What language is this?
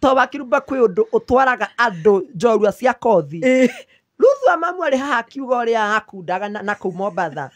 Kikuyu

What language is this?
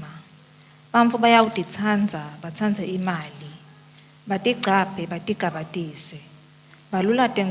Swati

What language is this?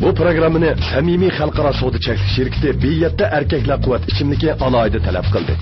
Uyghur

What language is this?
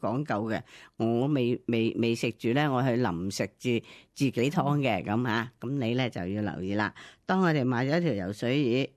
Cantonese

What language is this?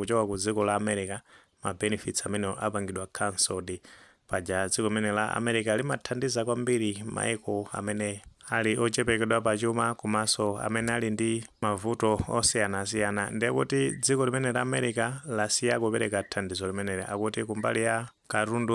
Nyanja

